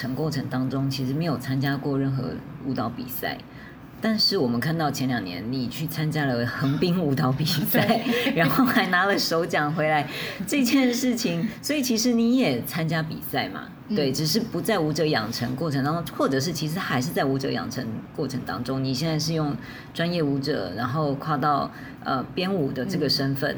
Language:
Chinese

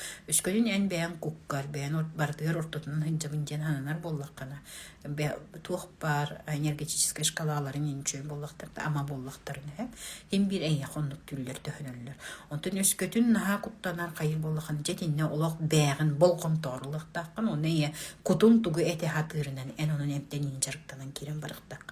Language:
Yakut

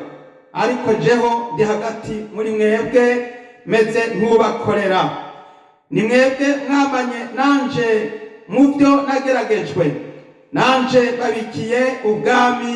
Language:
Rundi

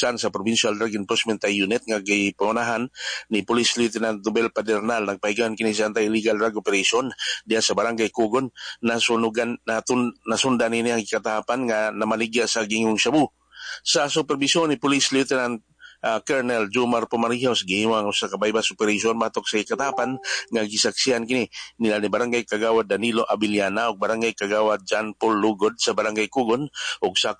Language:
Cebuano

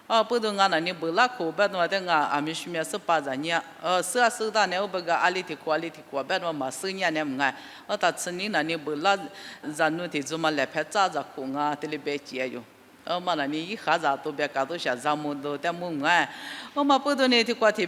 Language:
Lisu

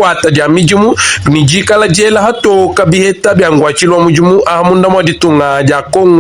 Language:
Luba-Lulua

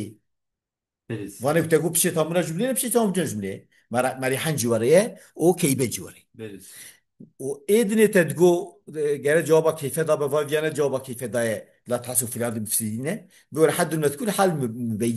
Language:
Kurdish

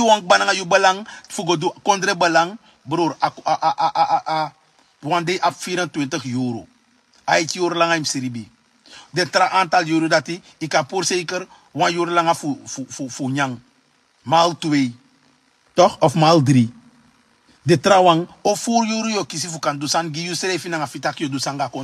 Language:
Sranan Tongo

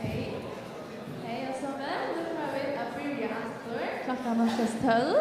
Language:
Faroese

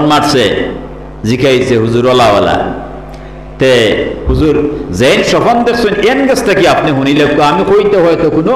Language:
Sylheti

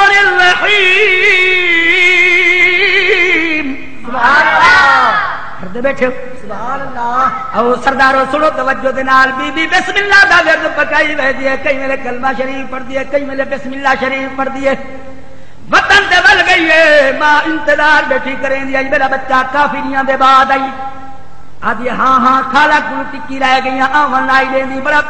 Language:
Saraiki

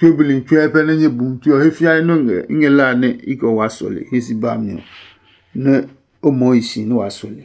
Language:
Adangme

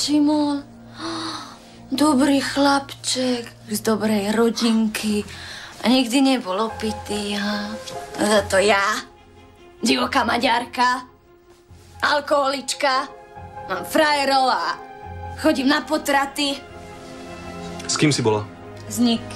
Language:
Slovak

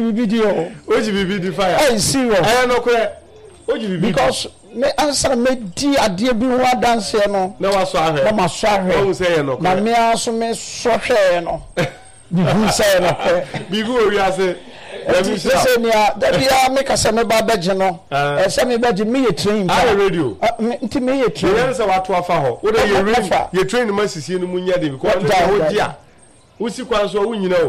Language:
Akan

